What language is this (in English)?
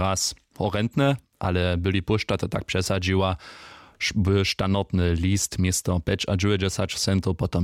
Upper Sorbian